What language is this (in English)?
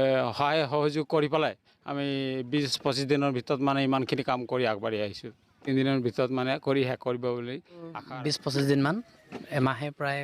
Assamese